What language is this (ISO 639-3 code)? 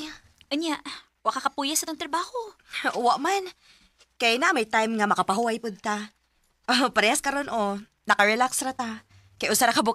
ceb